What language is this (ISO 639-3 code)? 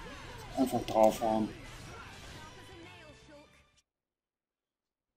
deu